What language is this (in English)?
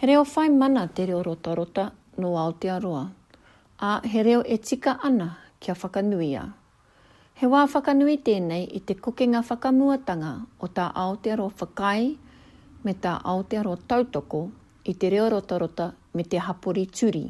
Māori